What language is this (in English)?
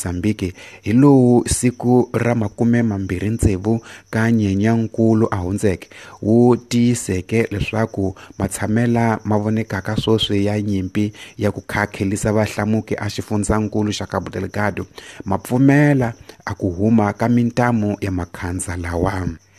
Tsonga